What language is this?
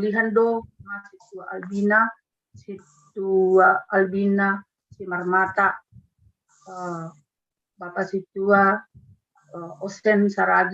Batak Simalungun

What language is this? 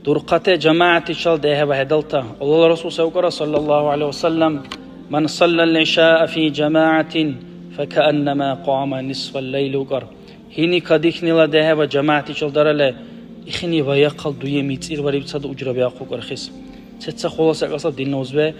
Dargwa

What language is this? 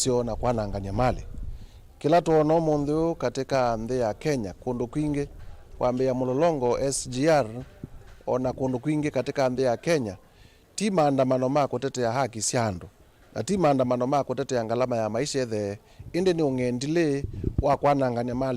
Kamba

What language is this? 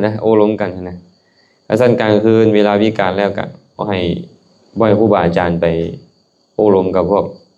Lao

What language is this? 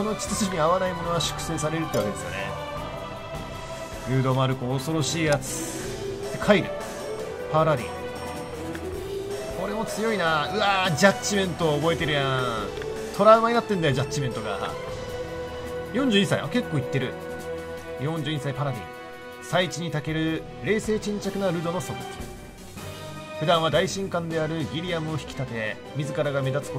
Japanese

